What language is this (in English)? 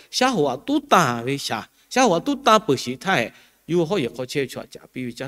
Lahu